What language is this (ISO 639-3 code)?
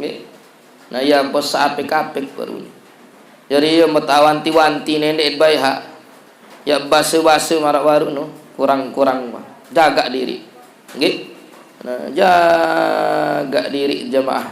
sas